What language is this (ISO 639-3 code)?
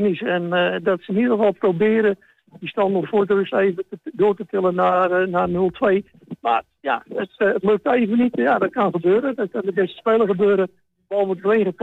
nld